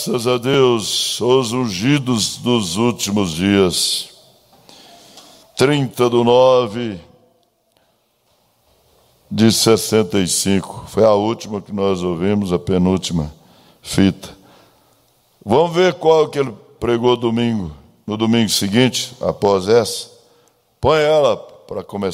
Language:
Portuguese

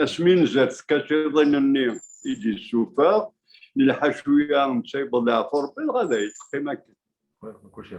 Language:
Kabyle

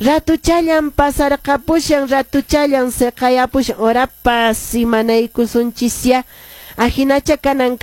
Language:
Quechua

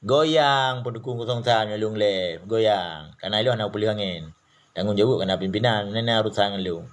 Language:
Achinese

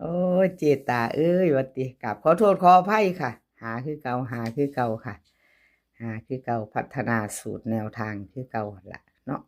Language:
Northeastern Thai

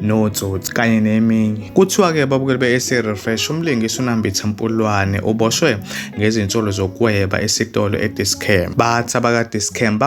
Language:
Zulu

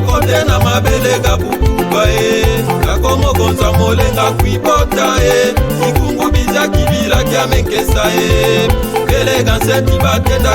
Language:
Lega-Shabunda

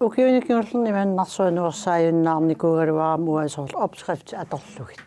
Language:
Kalaallisut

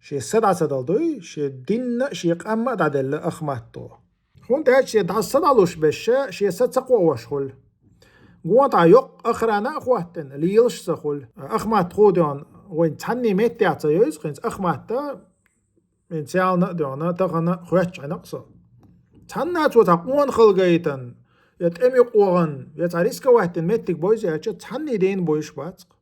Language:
Chechen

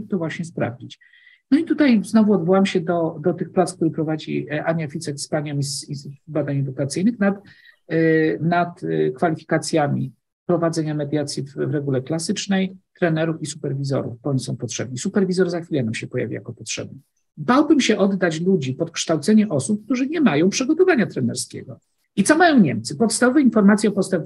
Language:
Polish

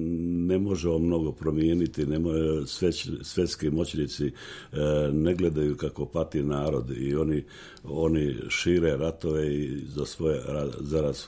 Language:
Serbian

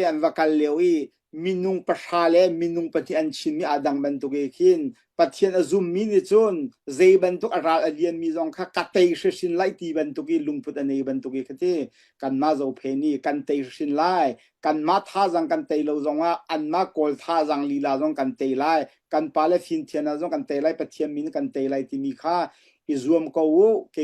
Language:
Hakha Chin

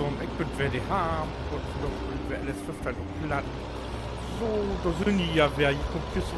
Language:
Low German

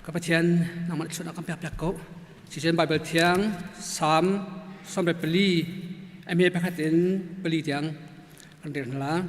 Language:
Hakha Chin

